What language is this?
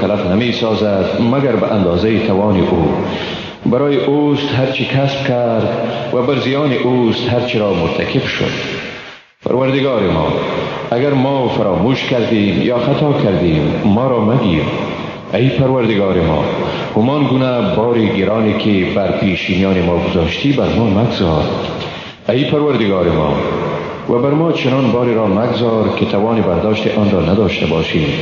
Persian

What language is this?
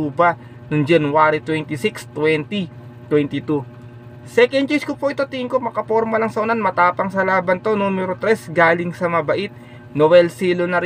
Filipino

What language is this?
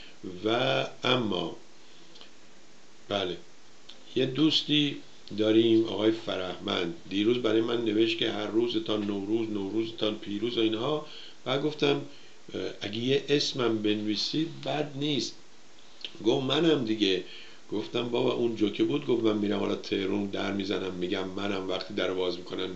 Persian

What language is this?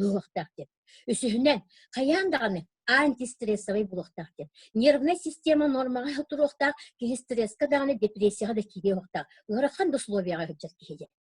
Yakut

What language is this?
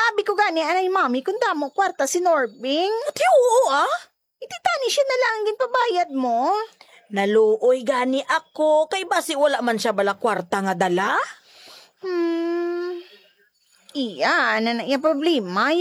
Hiligaynon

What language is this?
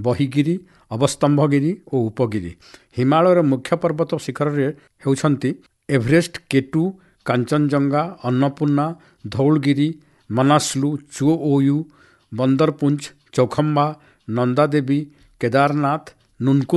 Odia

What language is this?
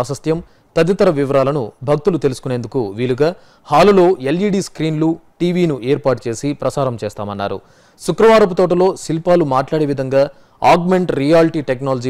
Telugu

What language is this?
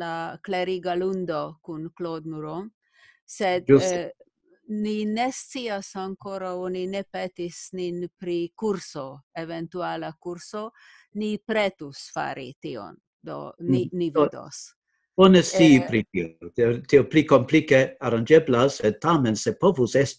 Esperanto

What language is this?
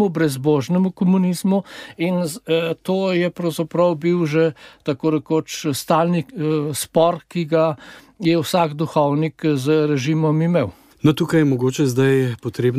Slovenian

